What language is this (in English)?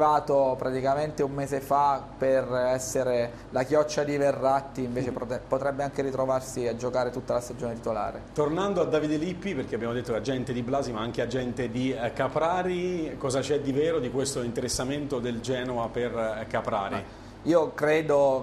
Italian